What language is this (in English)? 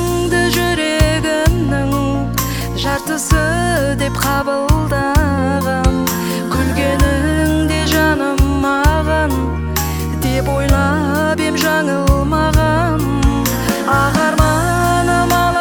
Kazakh